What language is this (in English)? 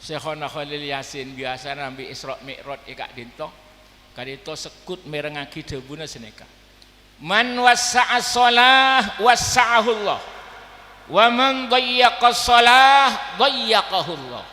Madurese